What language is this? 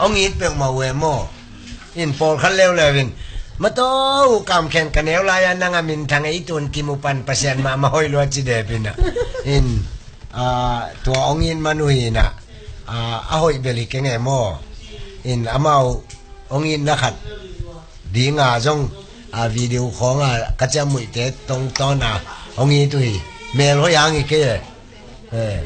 Tedim Chin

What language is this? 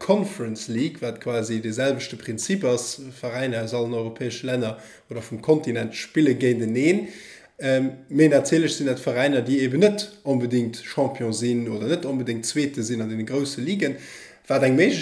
Luxembourgish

